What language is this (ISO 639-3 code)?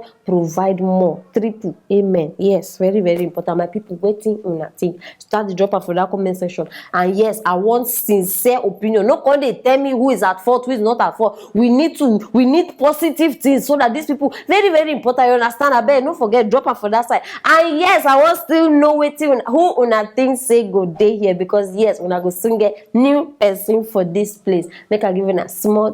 pcm